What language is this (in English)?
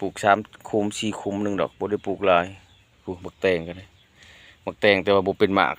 Lao